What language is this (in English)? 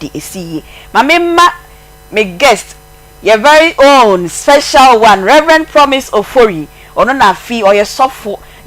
Akan